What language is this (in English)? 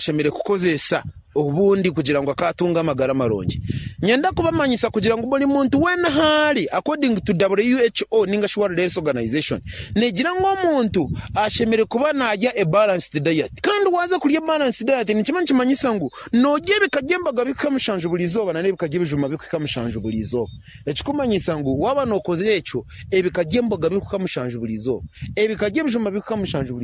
Nyankole